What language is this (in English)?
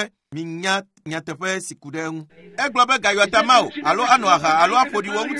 Ewe